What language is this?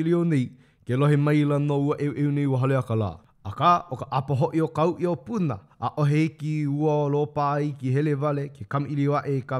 Hawaiian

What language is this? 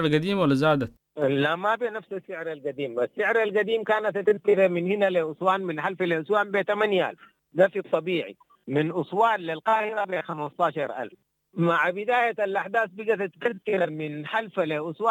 Sudanese Arabic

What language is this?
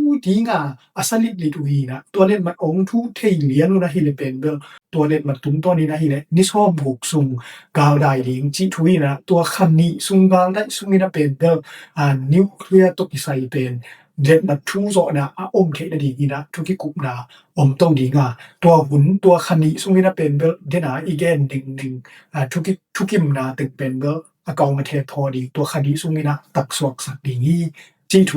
Tedim Chin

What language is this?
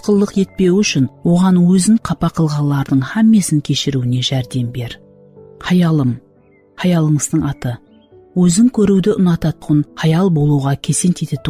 Kara-Kalpak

